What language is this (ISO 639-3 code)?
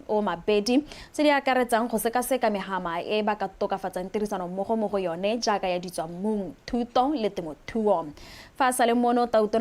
tsn